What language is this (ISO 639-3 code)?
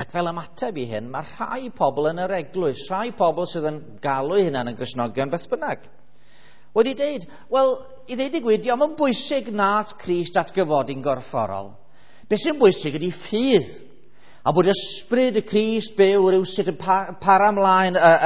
cym